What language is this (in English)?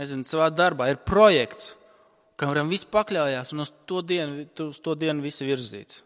Latvian